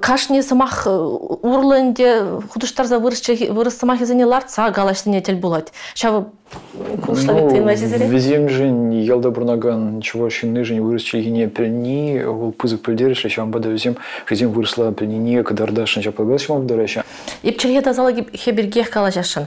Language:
Chuvash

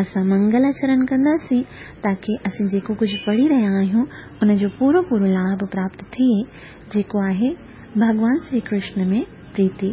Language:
Sindhi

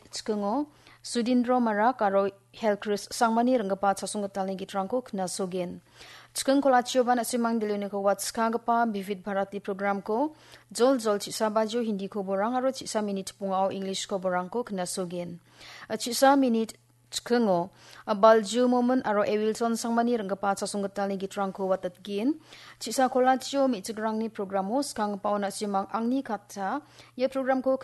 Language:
Garo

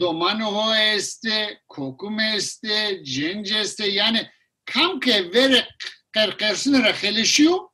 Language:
Zaza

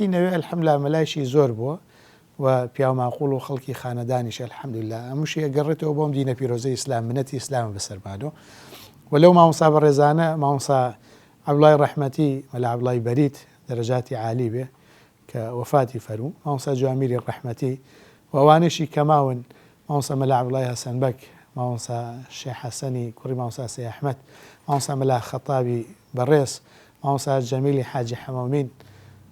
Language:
Central Kurdish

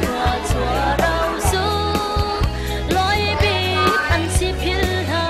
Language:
Hakha Chin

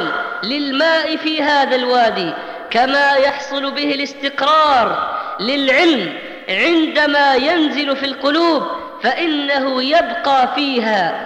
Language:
Arabic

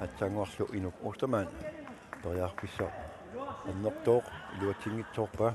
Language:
Kalaallisut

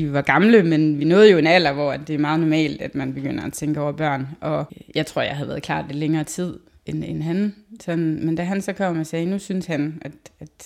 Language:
Danish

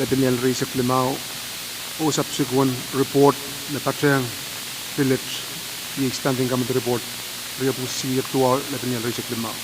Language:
Pohnpeian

